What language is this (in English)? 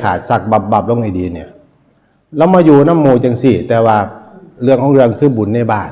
Northeastern Thai